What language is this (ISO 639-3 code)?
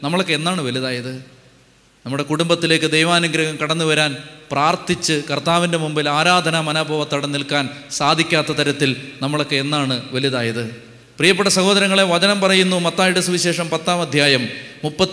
mal